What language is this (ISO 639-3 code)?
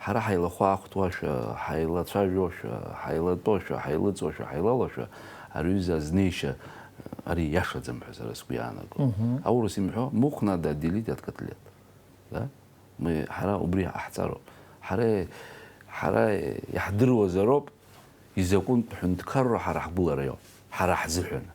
abk